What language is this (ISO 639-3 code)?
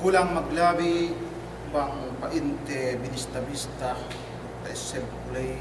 yka